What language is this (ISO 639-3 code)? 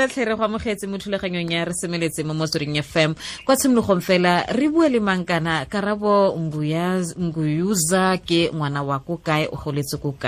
tsn